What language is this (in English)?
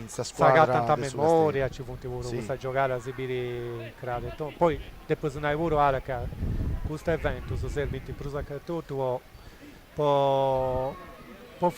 Sardinian